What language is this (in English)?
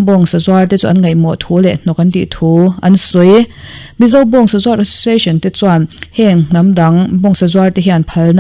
Mizo